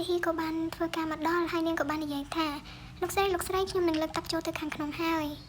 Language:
Khmer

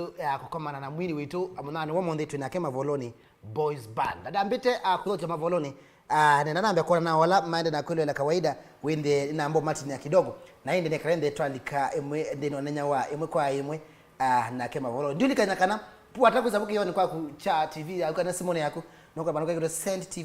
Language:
Kamba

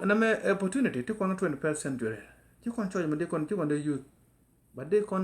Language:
Nuer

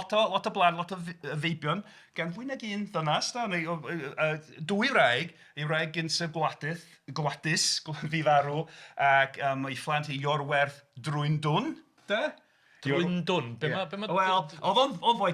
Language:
Welsh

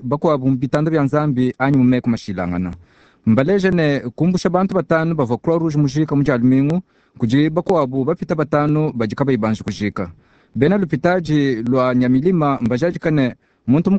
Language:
Luba-Lulua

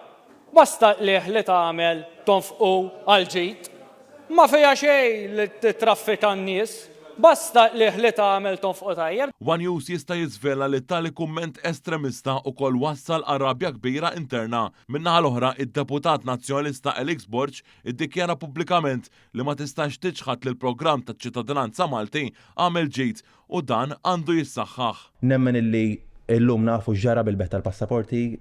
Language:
Maltese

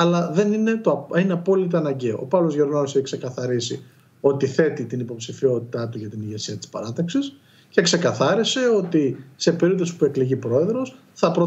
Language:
Greek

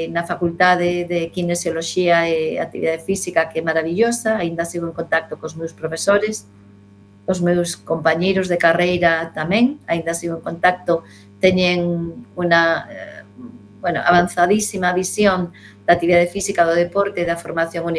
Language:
Galician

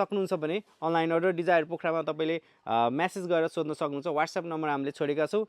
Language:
Nepali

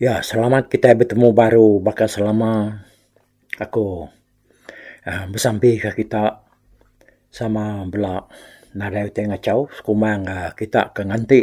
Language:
Iban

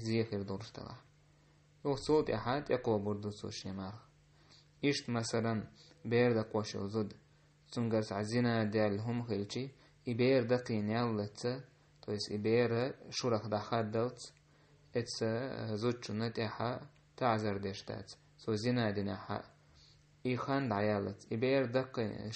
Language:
Chechen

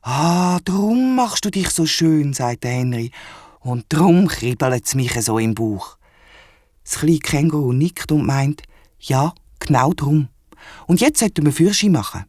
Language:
Swiss German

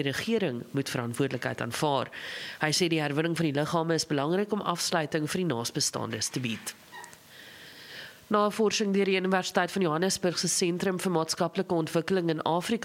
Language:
Afrikaans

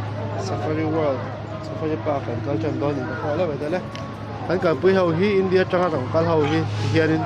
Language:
Mizo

